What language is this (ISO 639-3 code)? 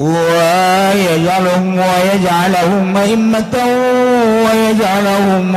sun